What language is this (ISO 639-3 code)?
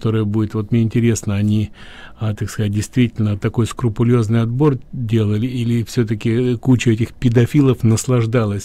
rus